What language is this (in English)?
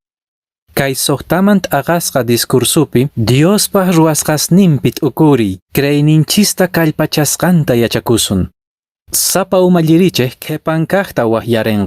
Quechua